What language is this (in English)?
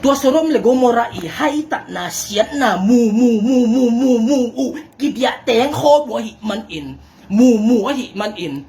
Tedim Chin